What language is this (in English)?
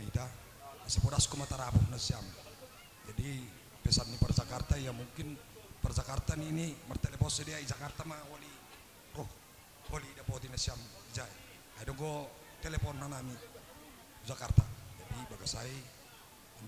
Batak Simalungun